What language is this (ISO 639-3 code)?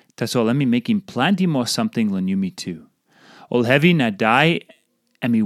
tpi